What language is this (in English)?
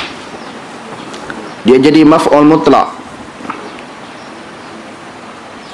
Malay